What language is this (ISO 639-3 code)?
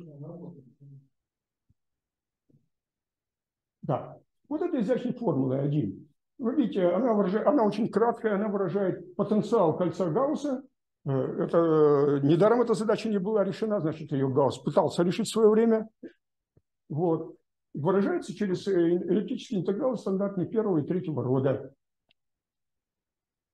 rus